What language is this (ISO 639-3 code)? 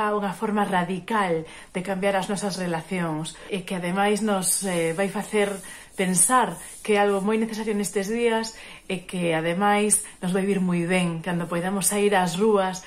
glg